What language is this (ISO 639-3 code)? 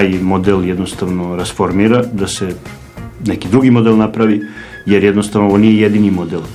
srp